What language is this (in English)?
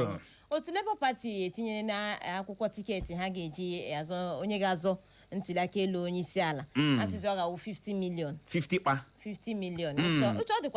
Igbo